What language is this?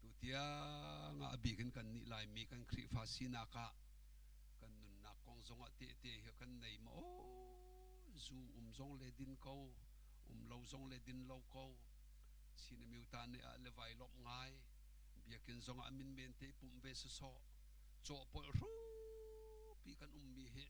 Hakha Chin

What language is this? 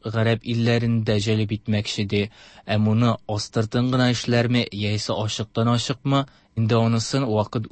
Tatar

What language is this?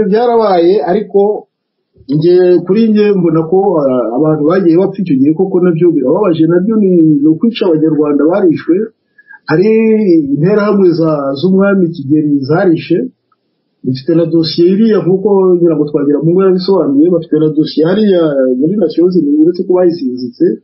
Kinyarwanda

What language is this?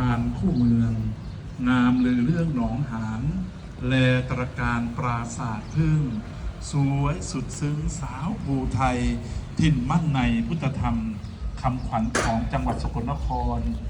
Lao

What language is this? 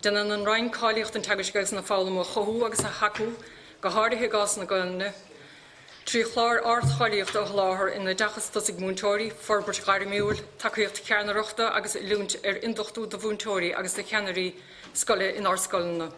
Irish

